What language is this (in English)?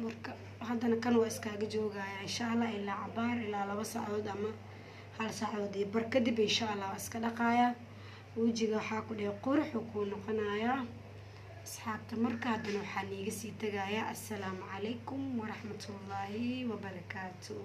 Somali